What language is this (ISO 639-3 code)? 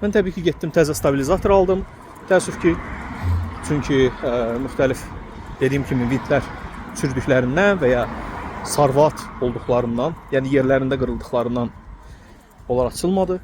aze